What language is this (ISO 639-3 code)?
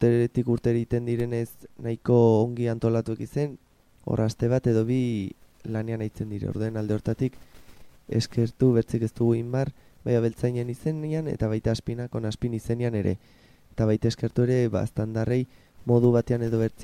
eus